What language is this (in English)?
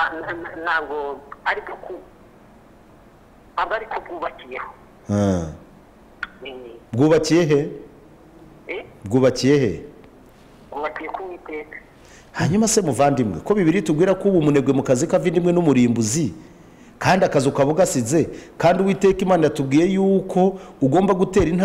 Kinyarwanda